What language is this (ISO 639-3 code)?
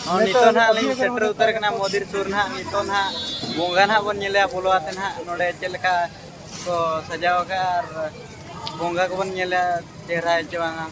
sat